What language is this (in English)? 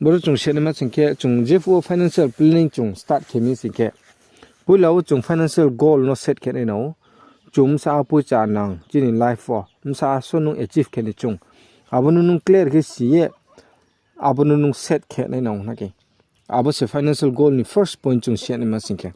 Riang (India)